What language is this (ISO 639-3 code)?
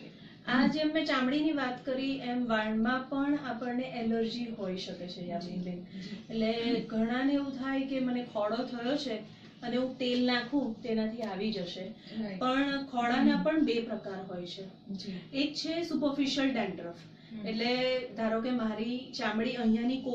guj